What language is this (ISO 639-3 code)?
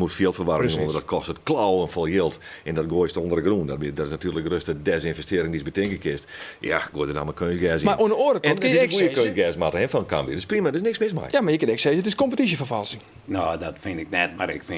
fry